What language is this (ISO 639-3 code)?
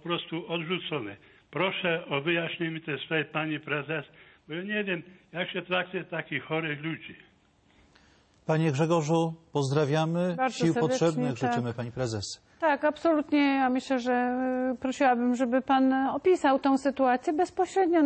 pol